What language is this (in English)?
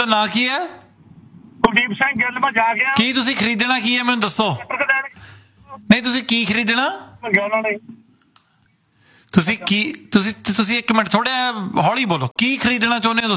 Punjabi